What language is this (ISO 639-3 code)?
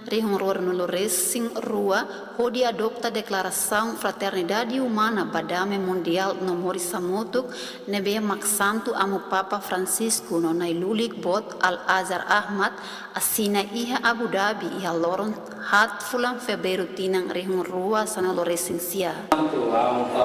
tet